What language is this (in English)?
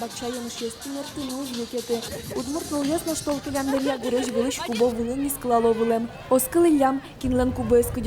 Udmurt